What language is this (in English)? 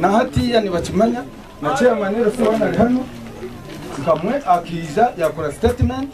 Nyankole